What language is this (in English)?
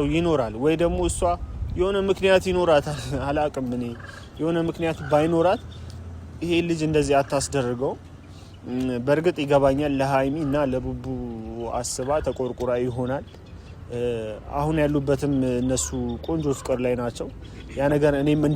Amharic